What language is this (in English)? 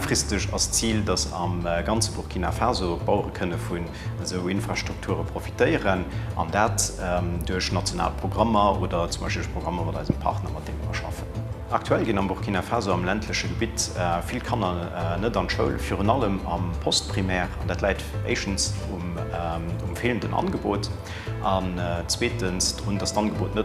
Luxembourgish